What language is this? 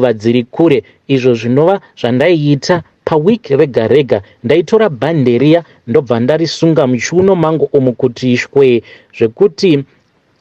Shona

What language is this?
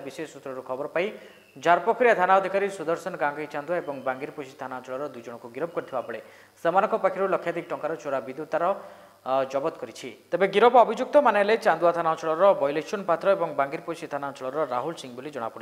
Odia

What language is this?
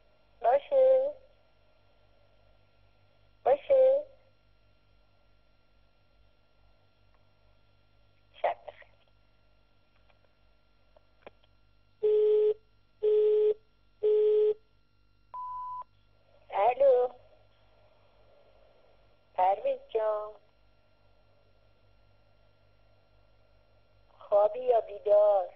Persian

